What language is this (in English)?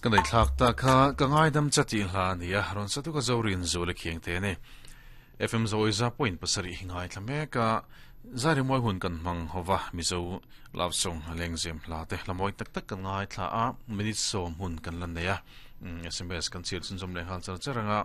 Mizo